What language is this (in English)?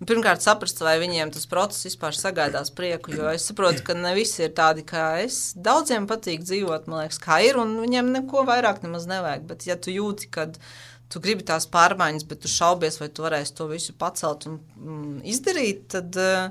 Latvian